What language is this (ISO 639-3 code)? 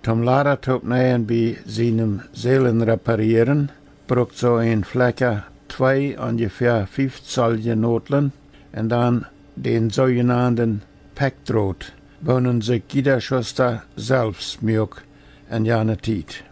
pdt